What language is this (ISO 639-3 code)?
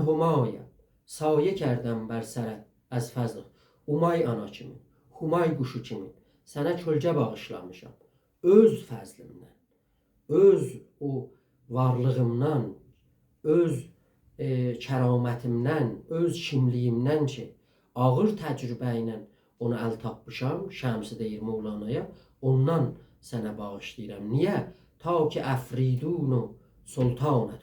azb